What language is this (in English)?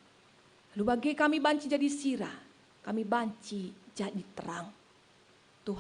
Batak Karo